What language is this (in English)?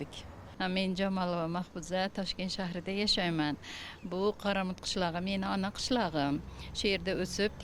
Uzbek